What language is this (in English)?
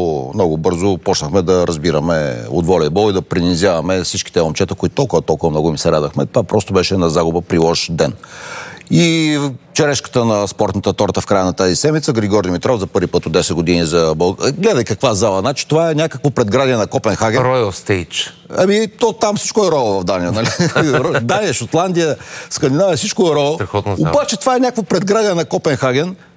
Bulgarian